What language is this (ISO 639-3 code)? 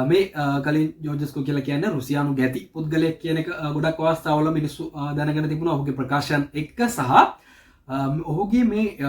sin